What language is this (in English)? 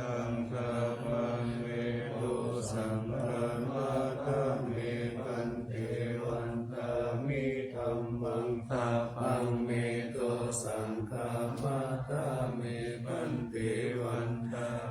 Pali